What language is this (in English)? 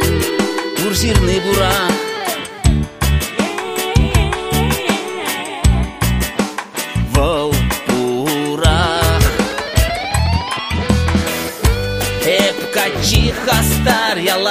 Chuvash